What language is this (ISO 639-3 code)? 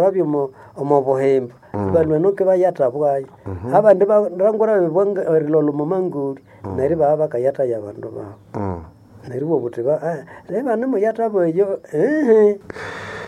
nnb